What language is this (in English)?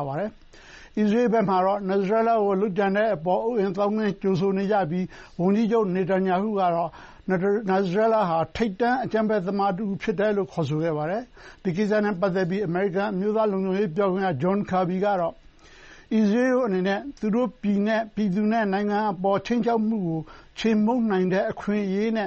Burmese